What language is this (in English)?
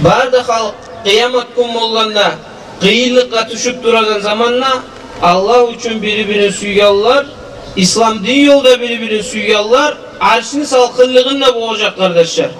Kumyk